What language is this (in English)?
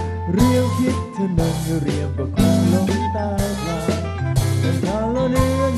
Thai